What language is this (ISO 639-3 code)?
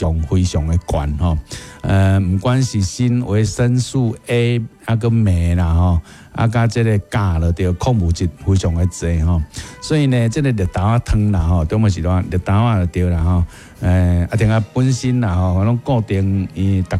nan